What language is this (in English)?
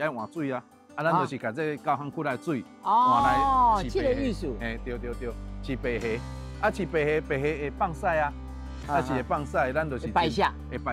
Min Nan Chinese